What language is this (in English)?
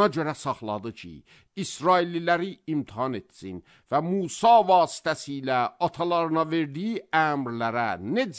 Azerbaijani